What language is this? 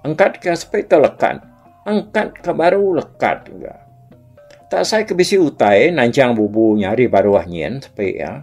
Iban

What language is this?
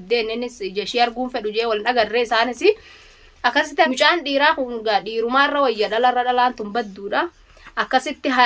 Oromo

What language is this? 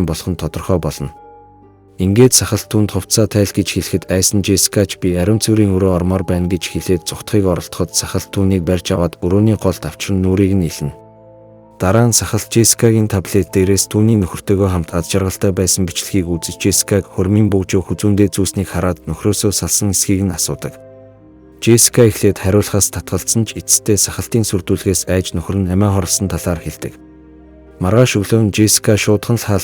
Mongolian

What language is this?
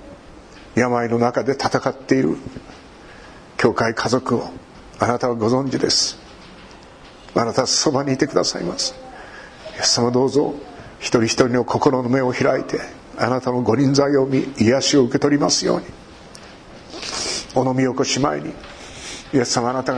Japanese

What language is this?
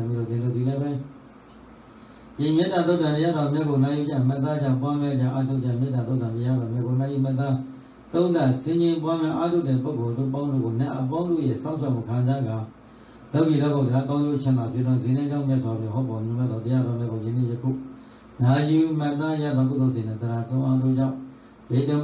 Burmese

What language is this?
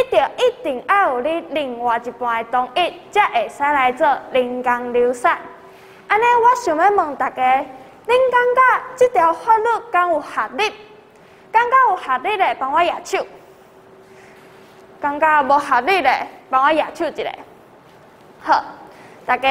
Min Nan Chinese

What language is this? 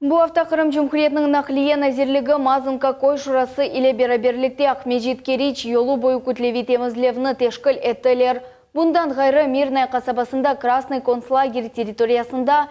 Crimean Tatar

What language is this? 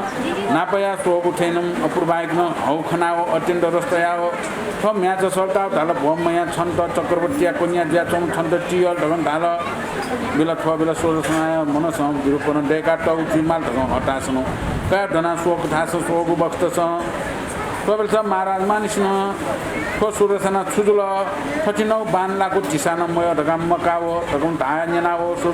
Newari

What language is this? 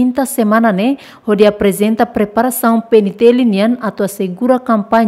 Tetum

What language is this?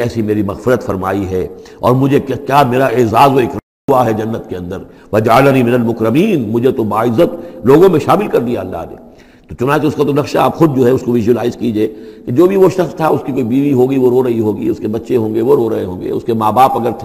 Urdu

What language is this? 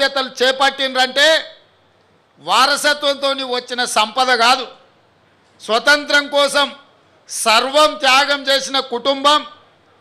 Telugu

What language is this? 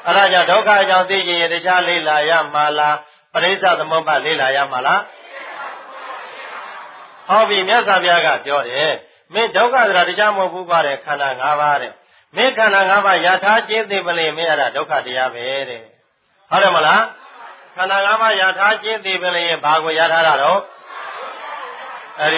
Burmese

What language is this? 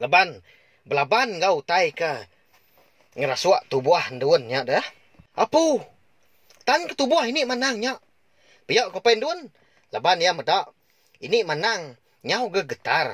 Iban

